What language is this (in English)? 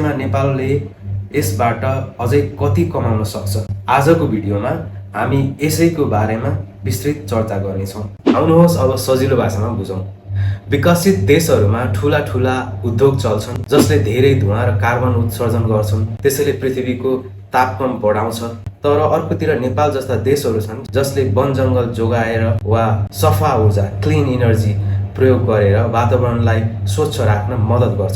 Nepali